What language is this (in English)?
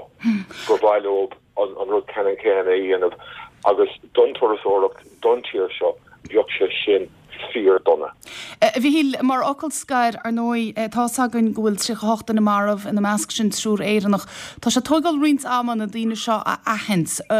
Irish